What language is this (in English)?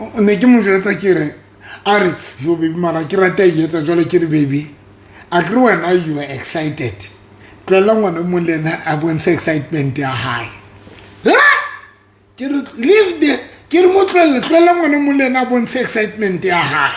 Southern Sotho